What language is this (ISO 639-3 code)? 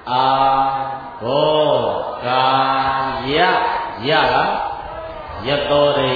mya